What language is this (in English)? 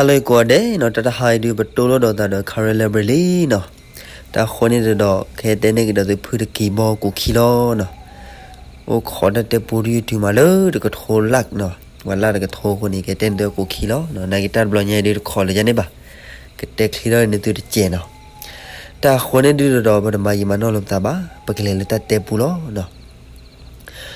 S'gaw Karen